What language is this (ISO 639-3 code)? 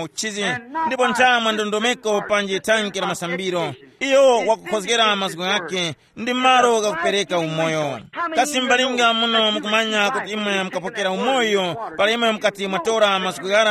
tum